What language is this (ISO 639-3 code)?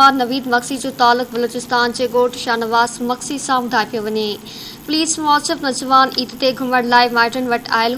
snd